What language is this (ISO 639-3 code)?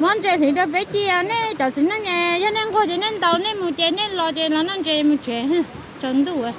hmn